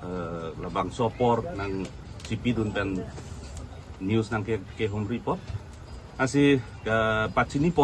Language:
Karbi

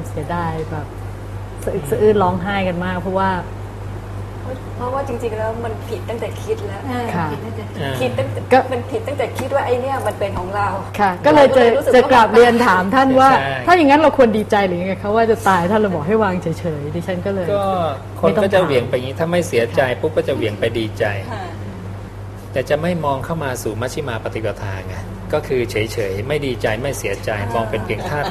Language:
Thai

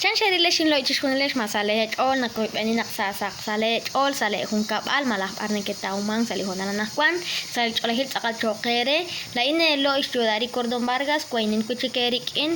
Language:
Kekchí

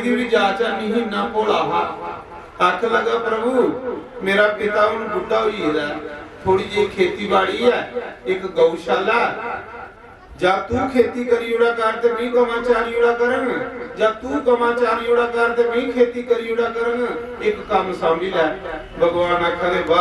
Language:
Dogri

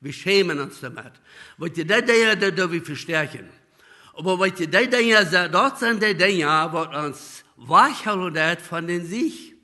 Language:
Plautdietsch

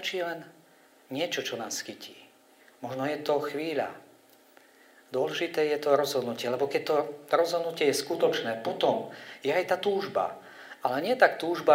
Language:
Slovak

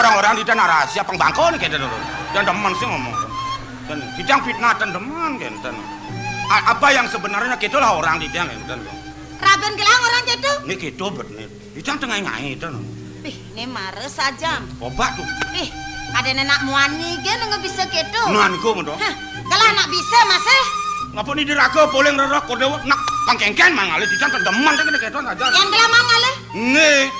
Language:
Balinese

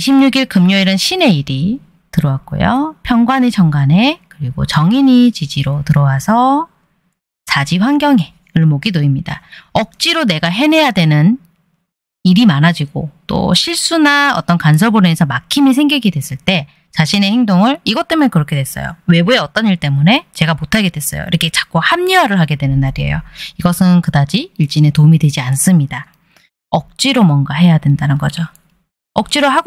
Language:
Korean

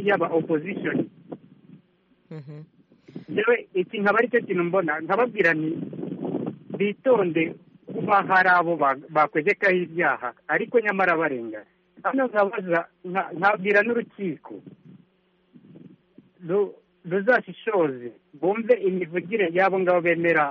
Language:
Kinyarwanda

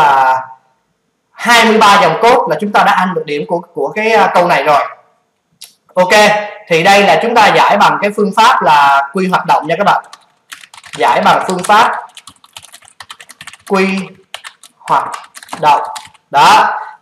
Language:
Vietnamese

